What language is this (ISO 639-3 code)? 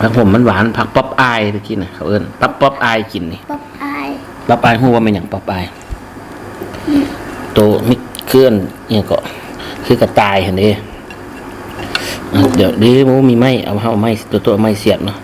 lao